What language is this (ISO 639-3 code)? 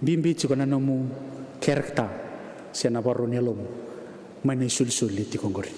fij